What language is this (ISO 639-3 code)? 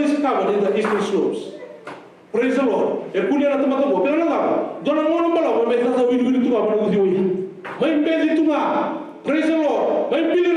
fij